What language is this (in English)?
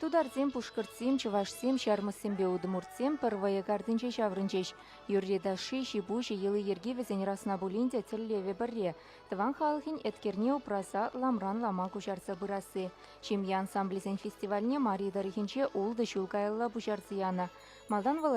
Chuvash